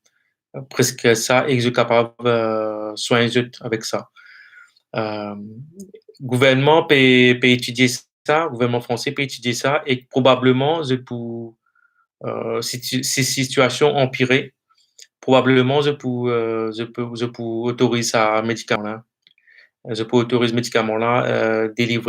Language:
Morisyen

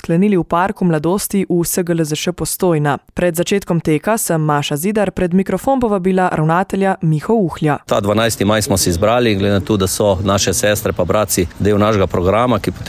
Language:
Slovenian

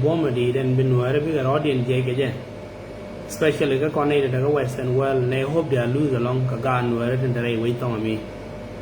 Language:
Nuer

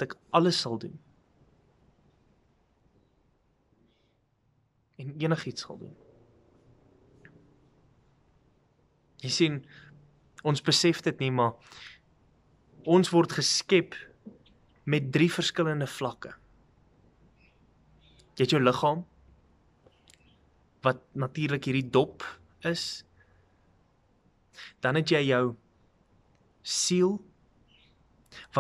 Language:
Afrikaans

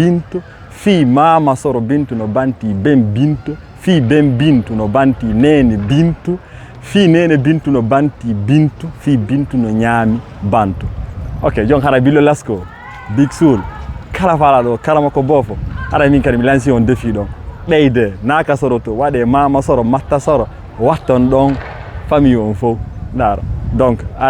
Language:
Fula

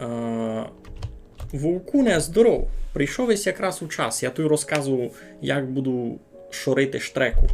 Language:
Rusyn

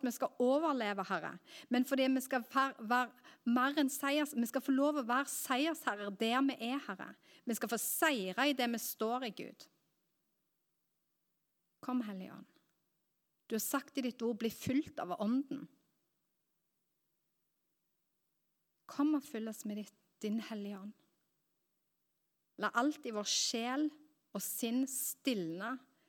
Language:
Norwegian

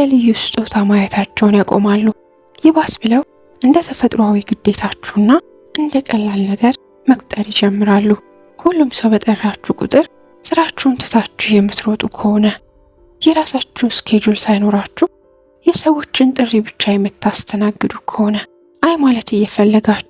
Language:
Amharic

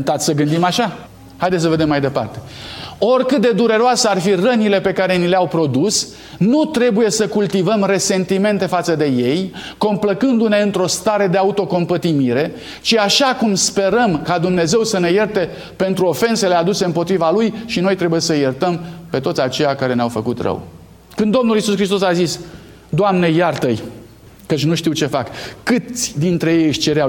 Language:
Romanian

